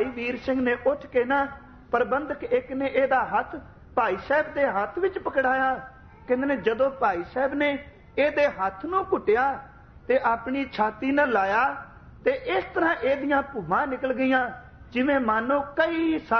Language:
Punjabi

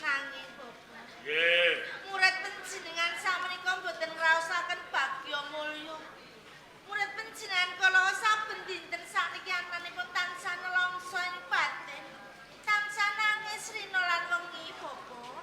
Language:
Javanese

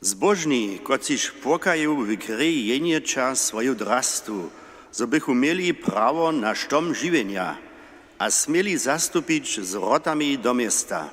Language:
Upper Sorbian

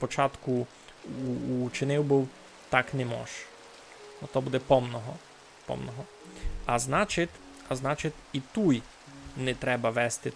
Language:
Rusyn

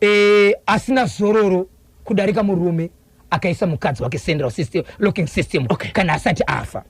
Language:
Shona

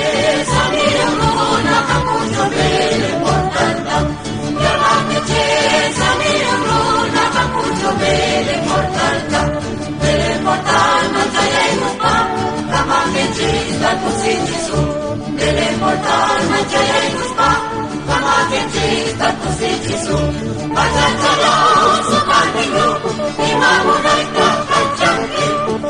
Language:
Quechua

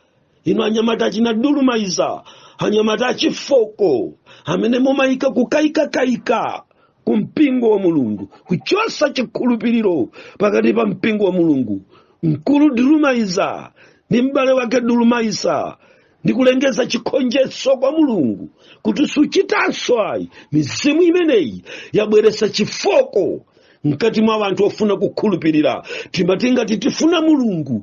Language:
Nyanja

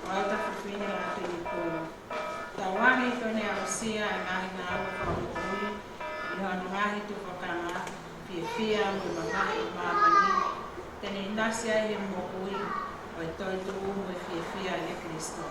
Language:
Tongan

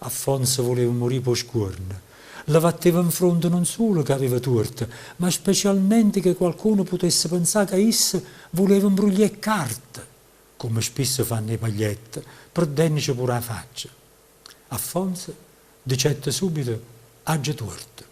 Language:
Neapolitan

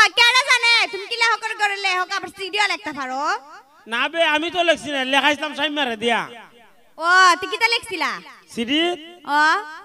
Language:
Sylheti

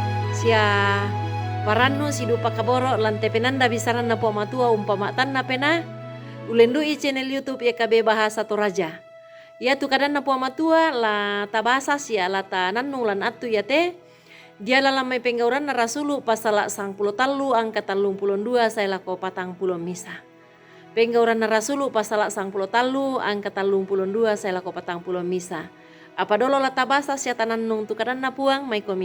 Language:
Toraja-Sa'dan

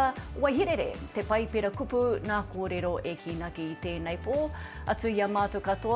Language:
Māori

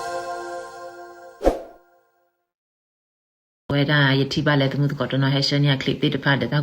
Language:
S'gaw Karen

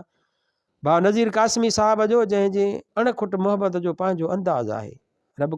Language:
Sindhi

